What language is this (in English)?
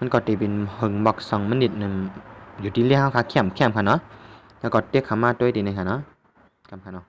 Shan